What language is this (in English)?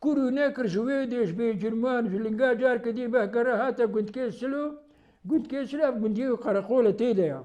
Kurdish